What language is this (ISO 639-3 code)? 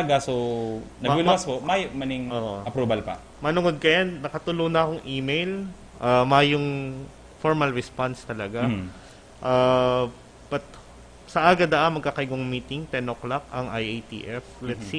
bik